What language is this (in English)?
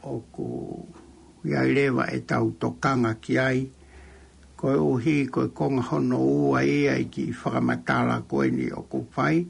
Tongan